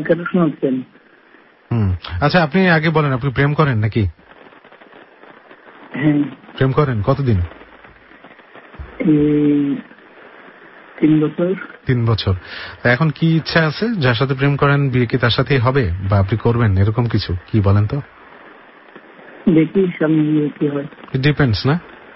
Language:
Bangla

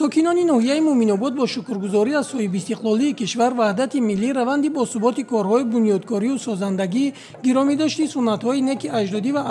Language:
Tajik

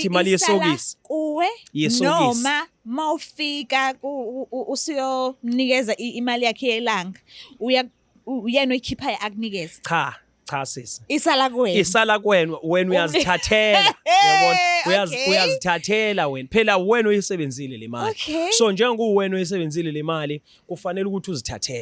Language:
Zulu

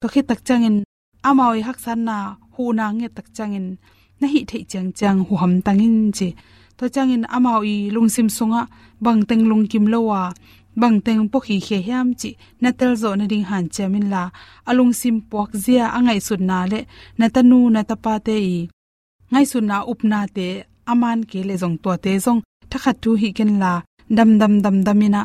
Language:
Tedim Chin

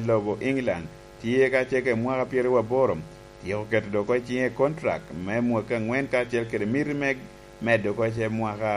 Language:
Lango (Uganda)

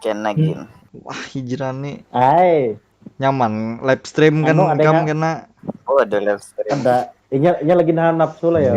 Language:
Banjar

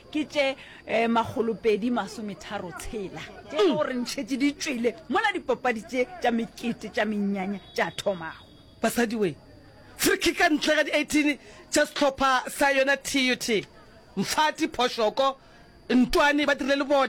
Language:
Northern Sotho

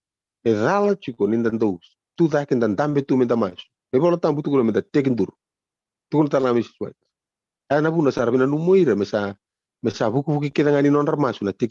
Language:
Fijian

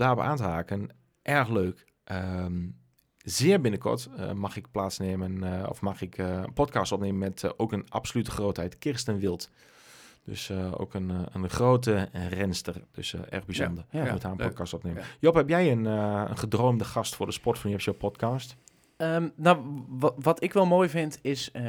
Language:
Dutch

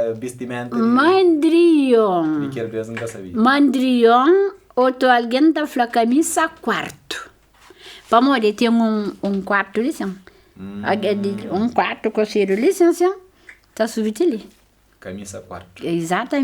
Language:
Kabuverdianu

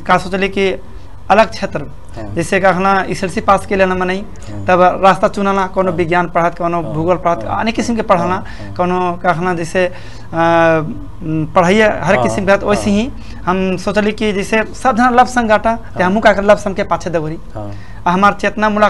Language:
Bhojpuri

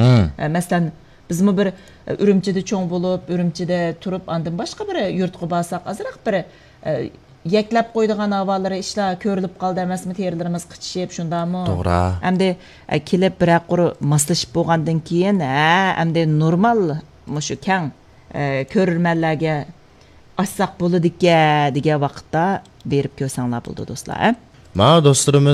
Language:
Uyghur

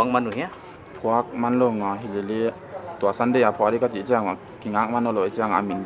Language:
Paite Chin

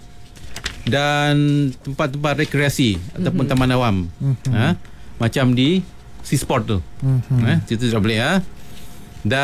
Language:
Malay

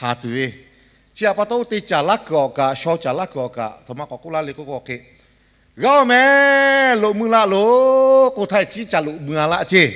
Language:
Lahu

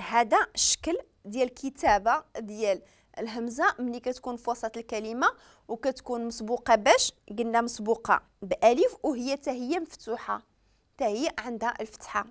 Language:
Moroccan Arabic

